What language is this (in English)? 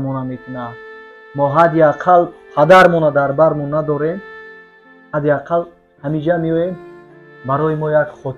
Tajik